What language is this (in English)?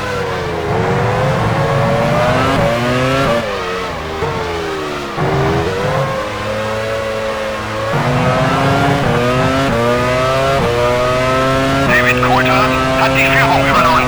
Bavarian